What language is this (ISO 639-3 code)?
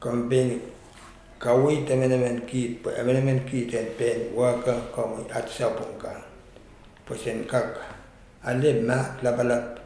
pon